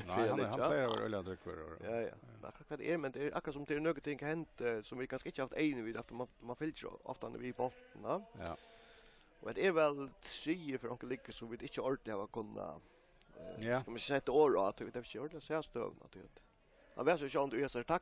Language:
Faroese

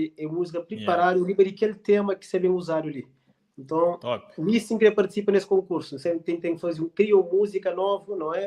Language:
Kabuverdianu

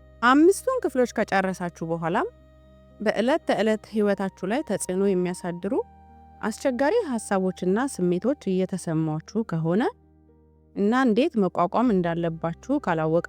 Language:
Amharic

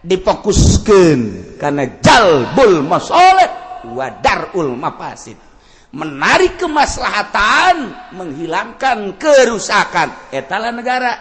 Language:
Sundanese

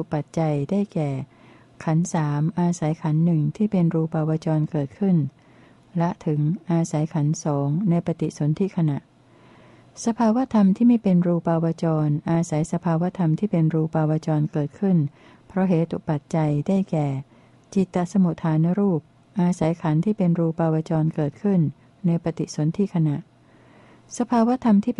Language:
Thai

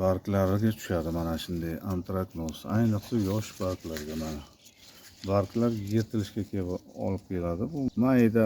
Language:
Uzbek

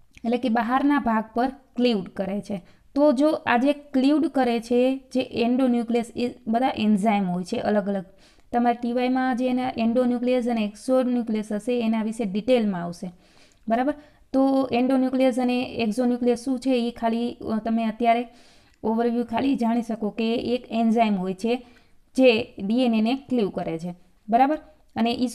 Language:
Gujarati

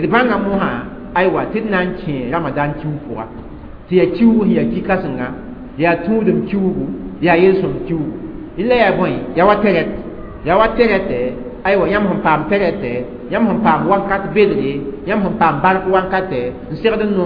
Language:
Mossi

